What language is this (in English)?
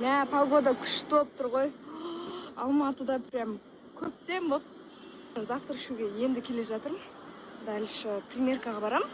Kazakh